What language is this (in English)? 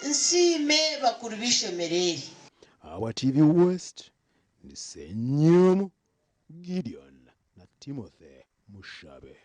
Nyankole